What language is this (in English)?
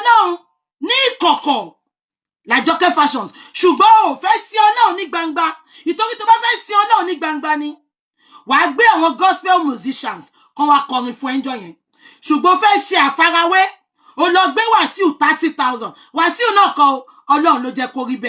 Yoruba